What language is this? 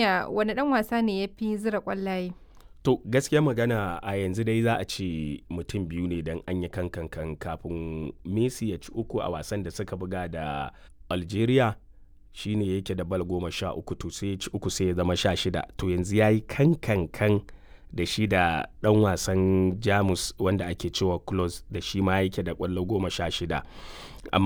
Hausa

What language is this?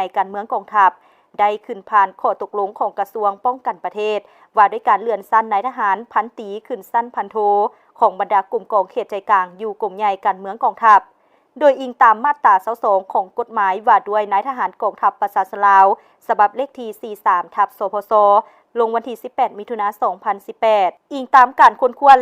Lao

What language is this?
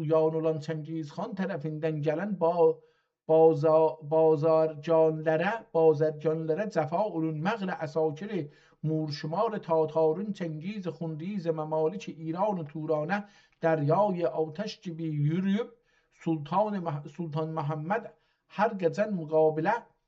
South Azerbaijani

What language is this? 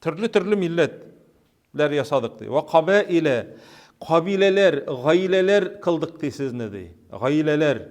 Tatar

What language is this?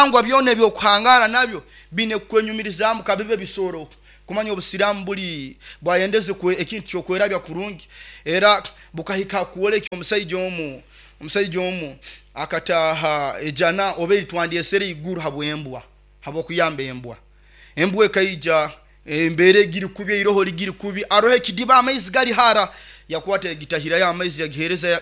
Nyoro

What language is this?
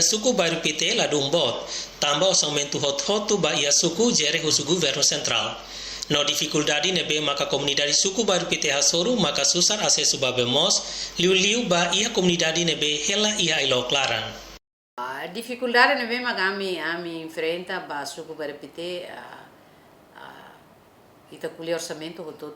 Tetum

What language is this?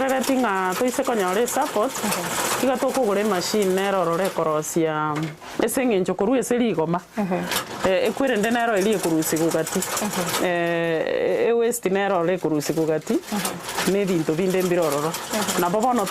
Gusii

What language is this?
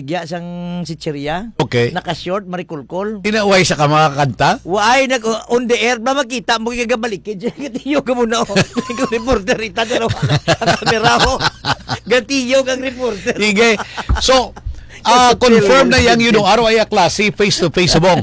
Hiligaynon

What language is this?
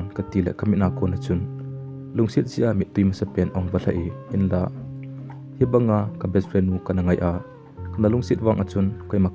Thado Chin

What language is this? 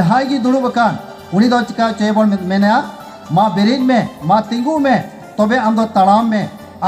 Santali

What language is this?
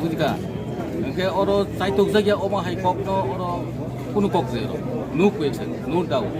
Kok Borok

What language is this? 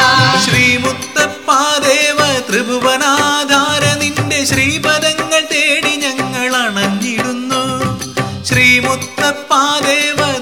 Malayalam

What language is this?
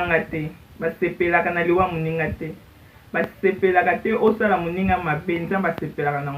Lingala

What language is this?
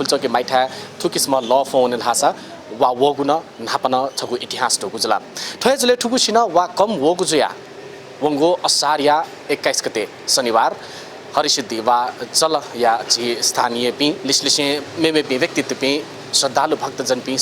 Newari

